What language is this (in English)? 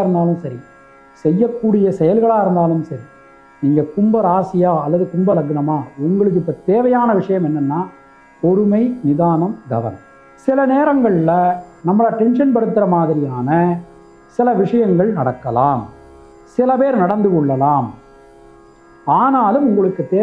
Tamil